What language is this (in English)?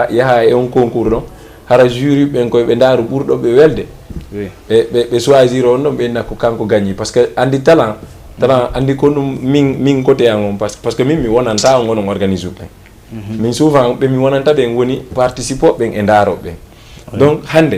Fula